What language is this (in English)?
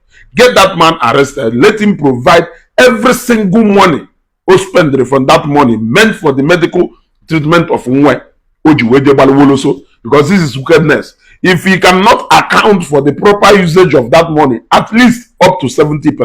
Igbo